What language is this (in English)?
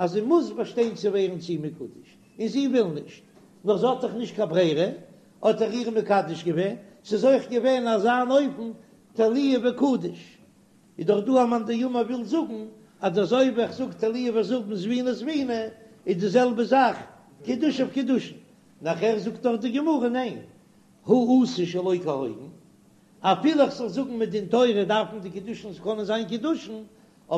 Yiddish